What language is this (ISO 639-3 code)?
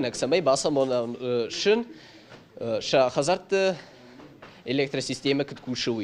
oss